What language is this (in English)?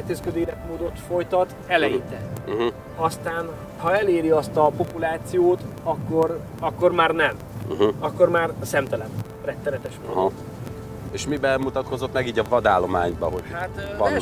Hungarian